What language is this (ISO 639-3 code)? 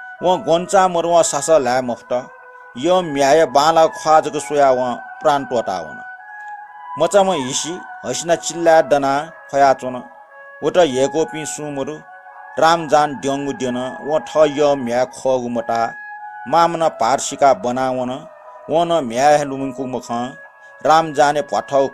new